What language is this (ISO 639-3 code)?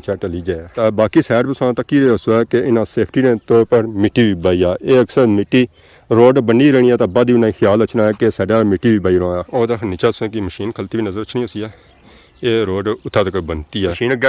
phr